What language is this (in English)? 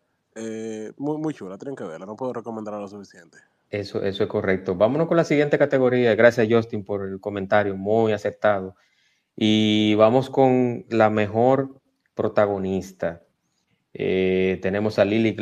Spanish